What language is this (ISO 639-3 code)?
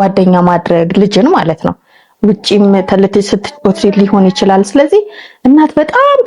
amh